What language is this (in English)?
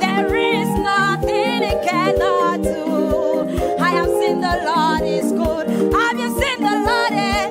Ewe